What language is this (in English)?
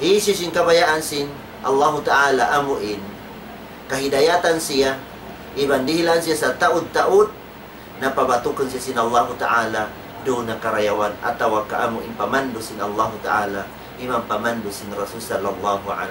Tausug